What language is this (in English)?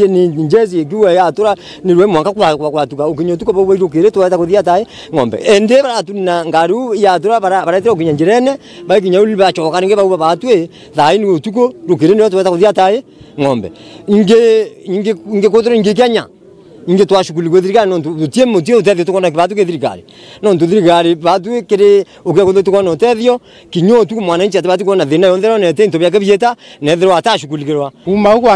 Meru